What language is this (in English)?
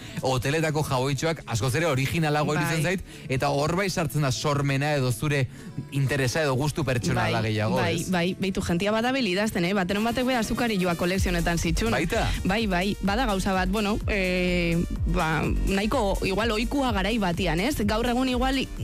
Basque